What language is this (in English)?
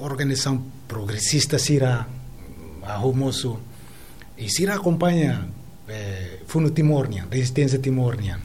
Tetum